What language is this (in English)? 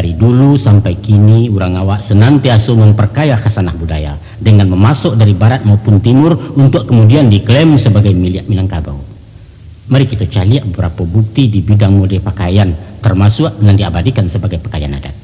Minangkabau